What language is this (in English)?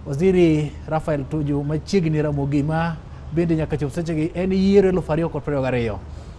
Luo (Kenya and Tanzania)